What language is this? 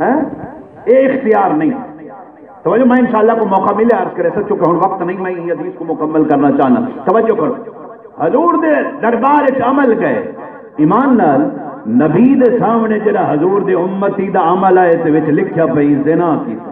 Saraiki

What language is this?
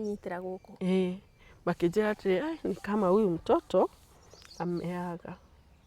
Kikuyu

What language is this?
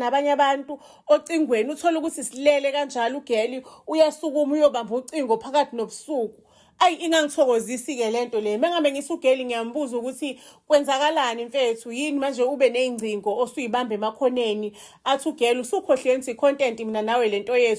Zulu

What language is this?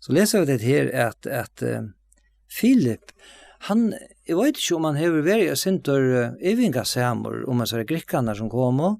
Faroese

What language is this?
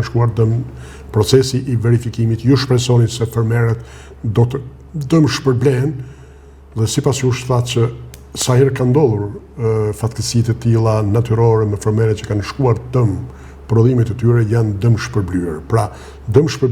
Albanian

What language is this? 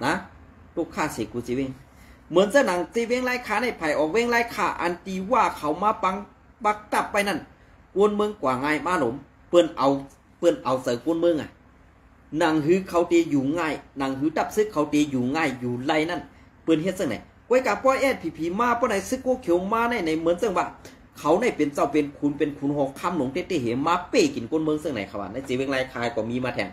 Shan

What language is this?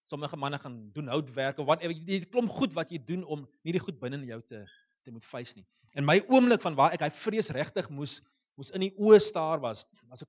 Afrikaans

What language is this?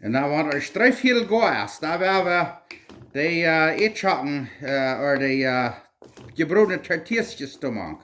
Plautdietsch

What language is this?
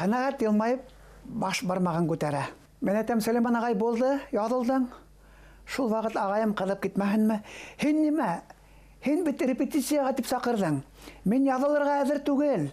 Bashkir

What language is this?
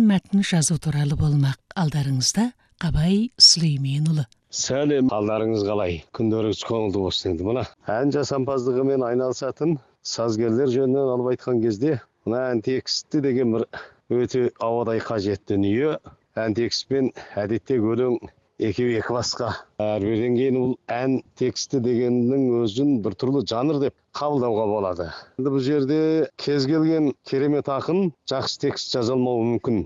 Kazakh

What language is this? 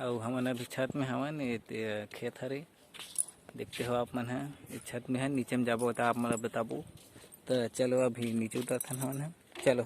Chhattisgarhi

